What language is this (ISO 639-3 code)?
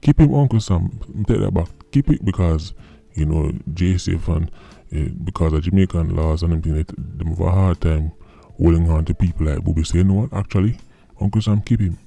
jam